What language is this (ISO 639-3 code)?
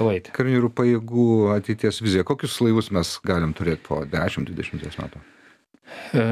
lit